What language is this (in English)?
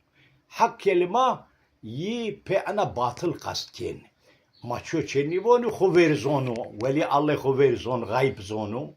Zaza